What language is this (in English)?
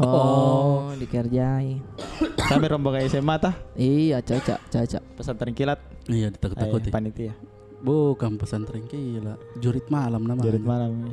Makassar Malay